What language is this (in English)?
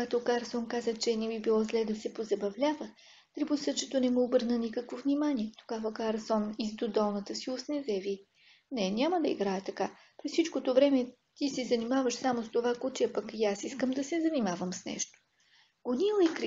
Bulgarian